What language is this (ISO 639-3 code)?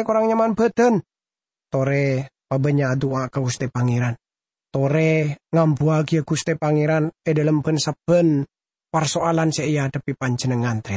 mad